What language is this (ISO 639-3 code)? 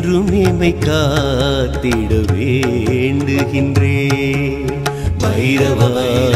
tam